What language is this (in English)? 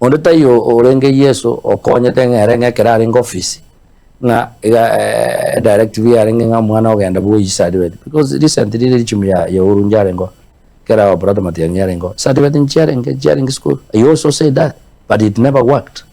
Gusii